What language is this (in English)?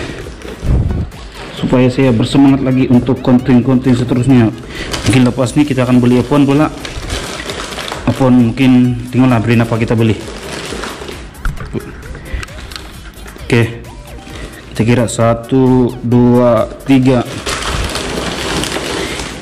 Malay